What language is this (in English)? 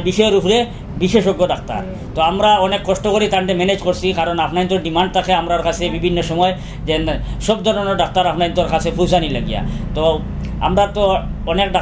Sylheti